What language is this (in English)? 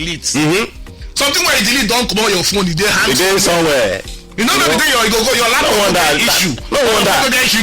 Nigerian Pidgin